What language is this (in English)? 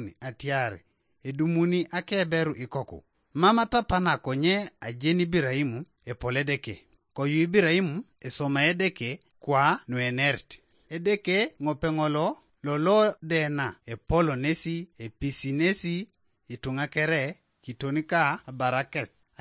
Teso